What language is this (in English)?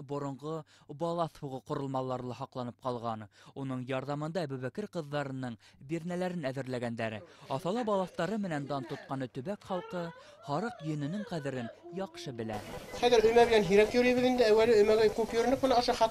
Bashkir